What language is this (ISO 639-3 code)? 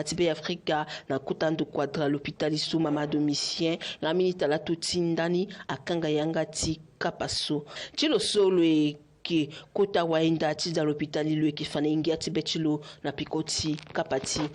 sag